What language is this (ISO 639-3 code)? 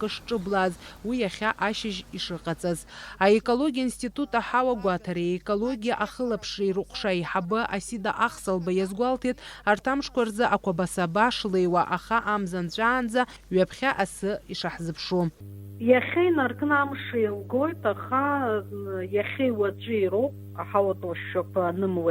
abk